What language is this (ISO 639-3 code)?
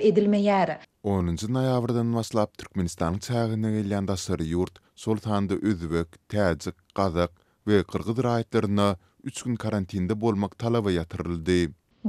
tuk